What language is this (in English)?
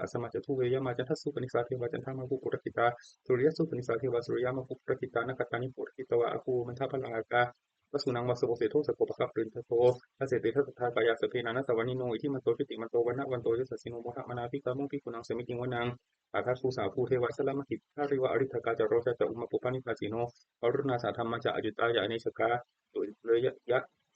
Pali